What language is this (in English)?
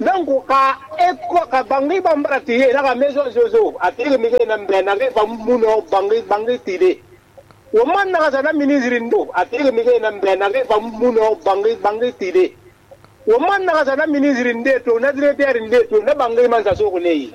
Susu